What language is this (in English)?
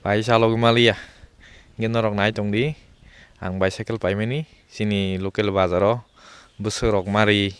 Kok Borok